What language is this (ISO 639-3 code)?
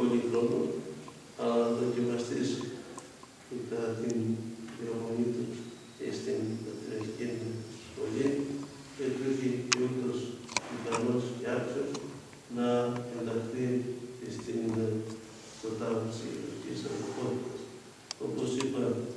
ell